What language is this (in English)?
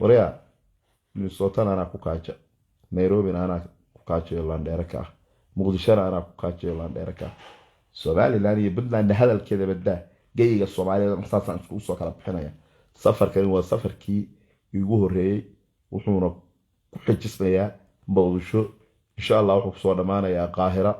Somali